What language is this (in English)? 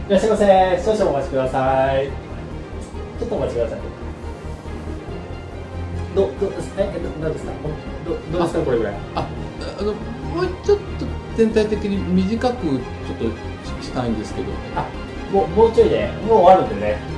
Japanese